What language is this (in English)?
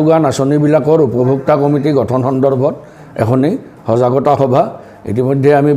Assamese